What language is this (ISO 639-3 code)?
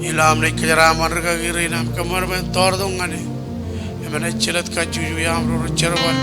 mah